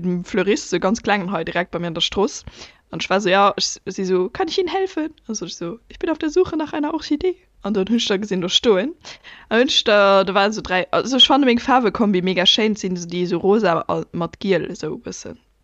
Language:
Luxembourgish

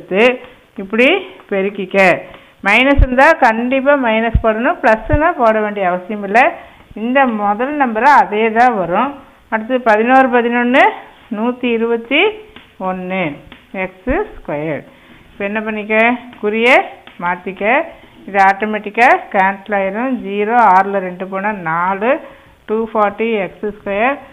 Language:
Tamil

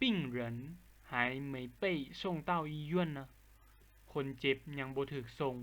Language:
Lao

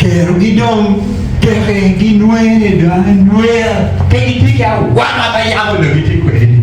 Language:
Acoli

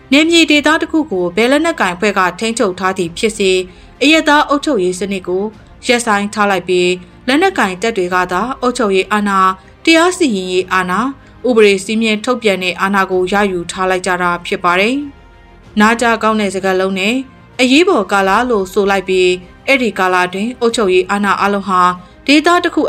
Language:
Burmese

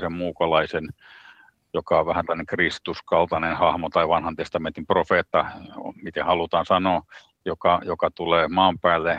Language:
Finnish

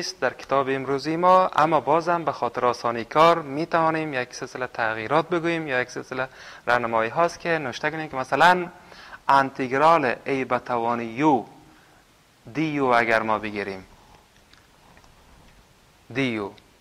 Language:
Persian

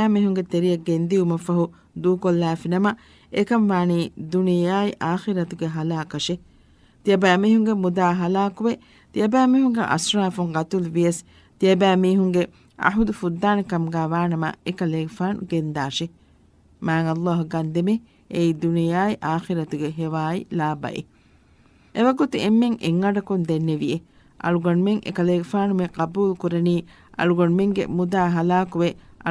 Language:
Divehi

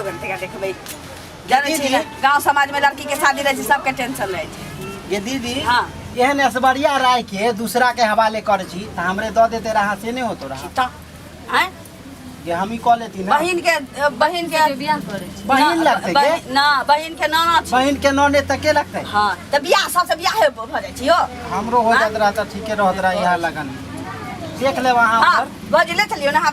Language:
Maithili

